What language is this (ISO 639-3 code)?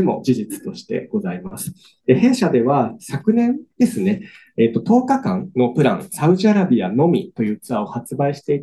jpn